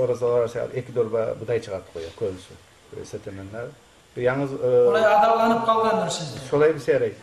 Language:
Kumyk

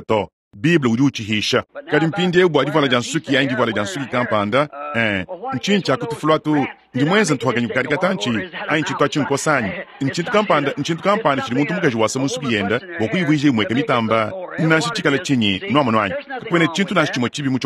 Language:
Luba-Lulua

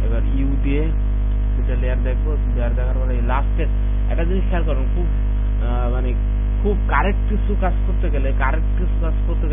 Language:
Bangla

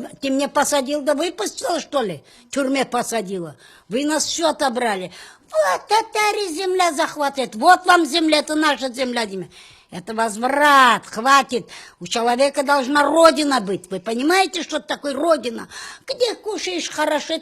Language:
Crimean Tatar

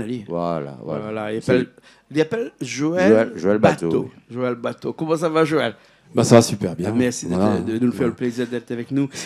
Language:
Réunion Creole French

